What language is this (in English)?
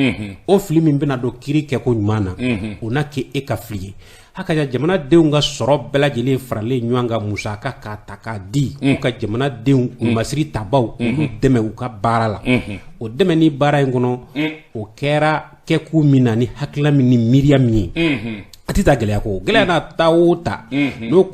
Bambara